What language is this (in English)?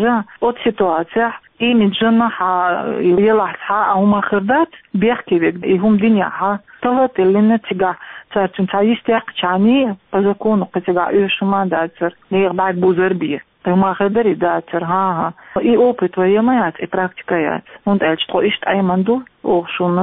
Chechen